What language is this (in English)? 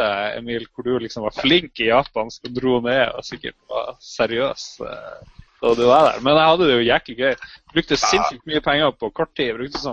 Norwegian